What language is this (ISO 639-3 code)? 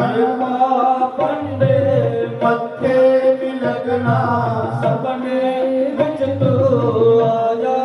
doi